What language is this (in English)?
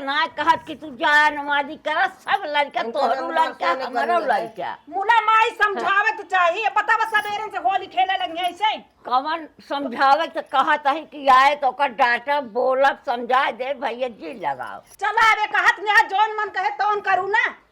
Awadhi